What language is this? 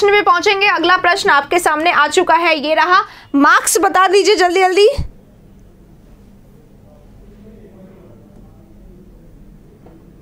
Hindi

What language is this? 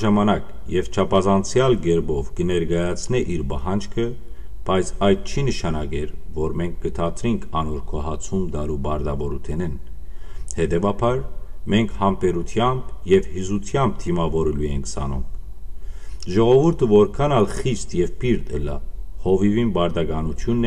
Western Armenian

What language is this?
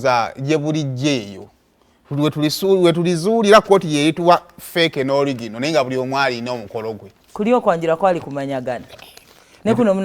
Ganda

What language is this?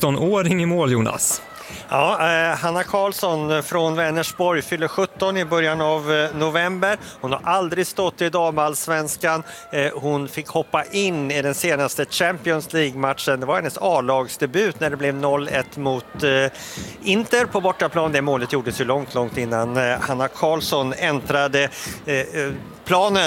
Swedish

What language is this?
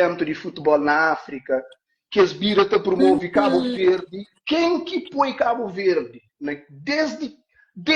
Kabuverdianu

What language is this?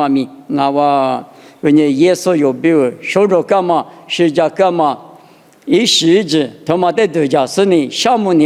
Lisu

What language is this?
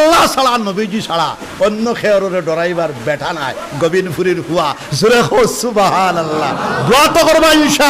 Sylheti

